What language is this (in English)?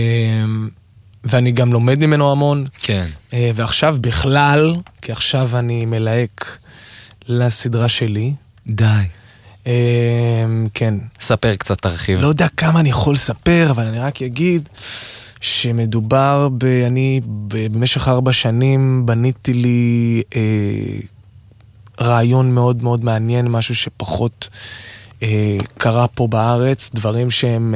Hebrew